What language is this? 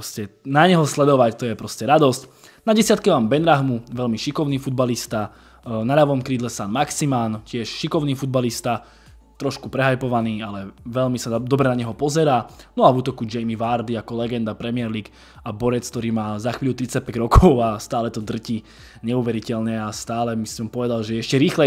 Slovak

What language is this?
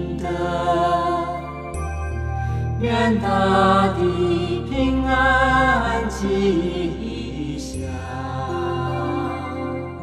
Chinese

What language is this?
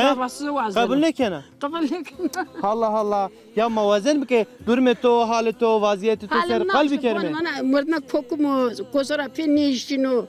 Zaza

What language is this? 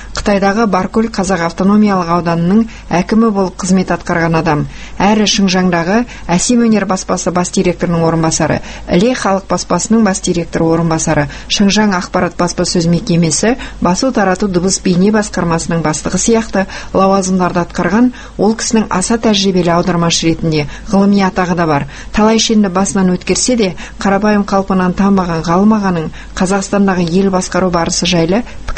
Kazakh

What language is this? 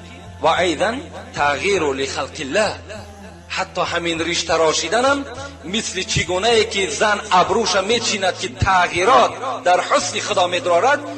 Tajik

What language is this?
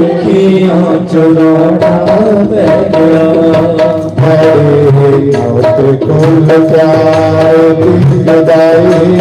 Dogri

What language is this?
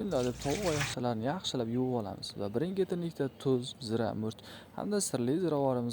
Uzbek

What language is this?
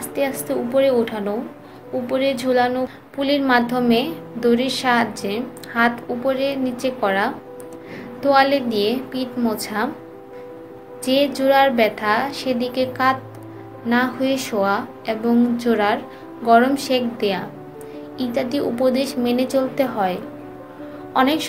Bangla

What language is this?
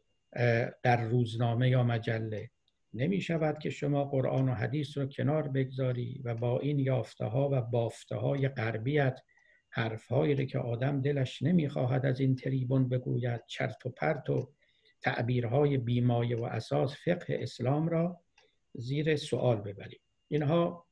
Persian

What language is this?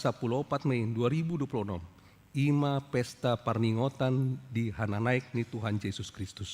Batak Toba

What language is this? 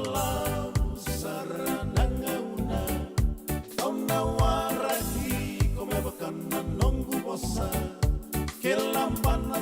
Fijian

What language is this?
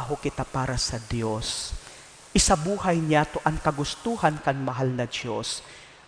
Bikol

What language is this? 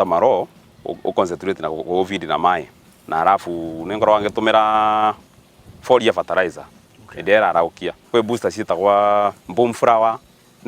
Kikuyu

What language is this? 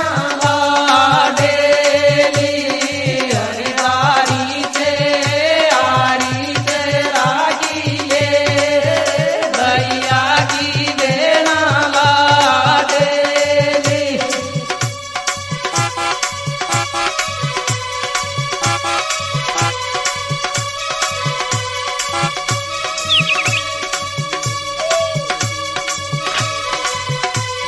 Bhojpuri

